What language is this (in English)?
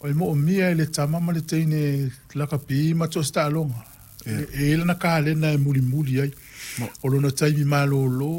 Samoan